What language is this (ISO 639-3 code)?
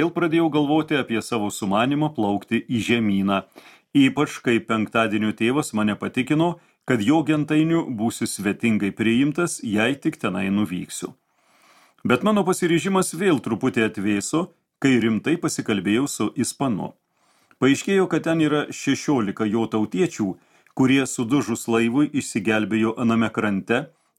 lit